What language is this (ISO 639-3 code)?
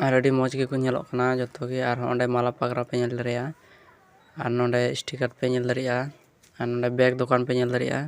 sat